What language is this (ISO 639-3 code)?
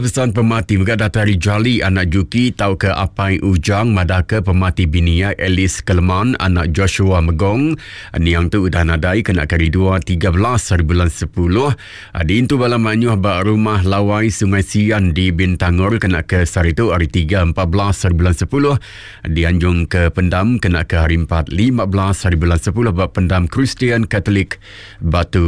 iba